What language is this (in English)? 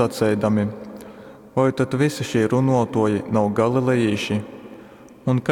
Latgalian